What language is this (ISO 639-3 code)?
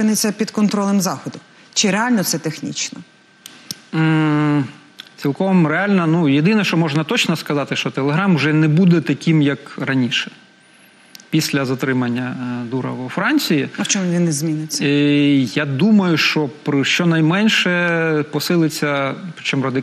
ukr